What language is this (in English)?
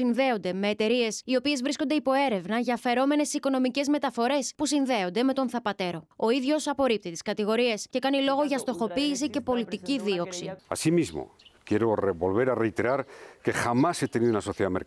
Greek